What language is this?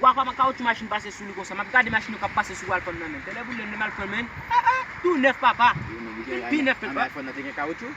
Haitian Creole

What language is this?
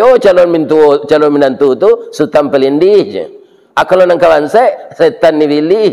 Minangkabau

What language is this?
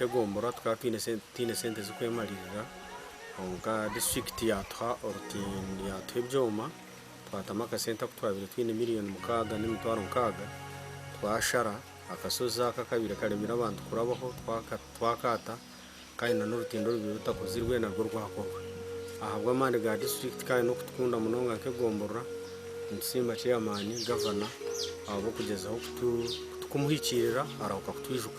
Nyankole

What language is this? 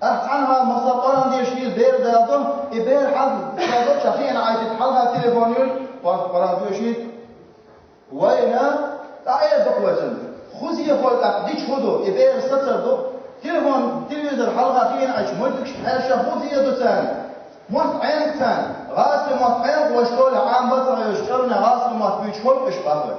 Chechen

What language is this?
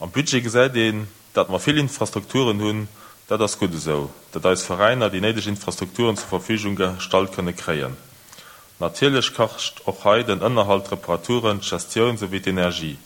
Luxembourgish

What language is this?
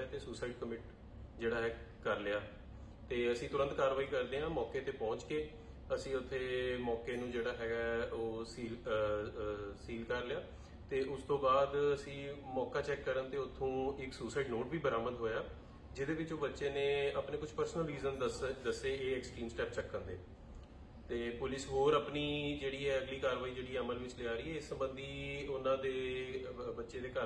Punjabi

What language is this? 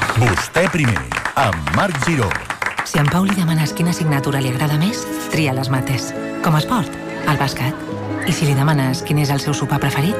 Catalan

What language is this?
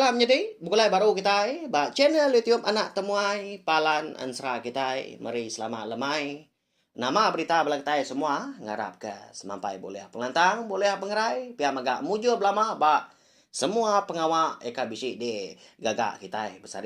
Iban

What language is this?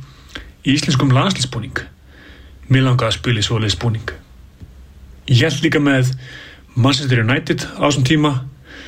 Icelandic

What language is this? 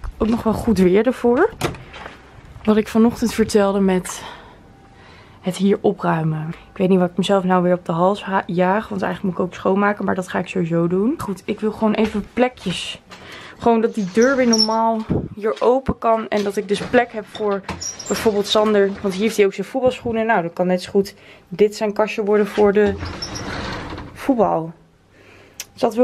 Dutch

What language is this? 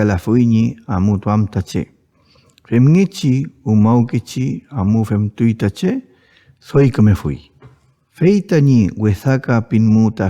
Mapuche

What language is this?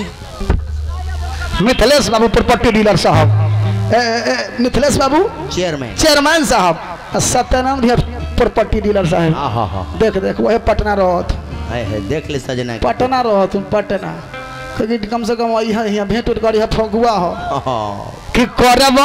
Bhojpuri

